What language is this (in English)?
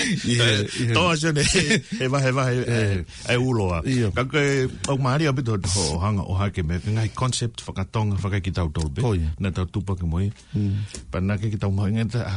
Tongan